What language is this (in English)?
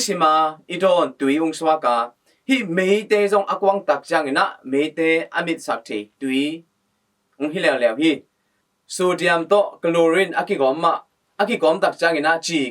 Tedim Chin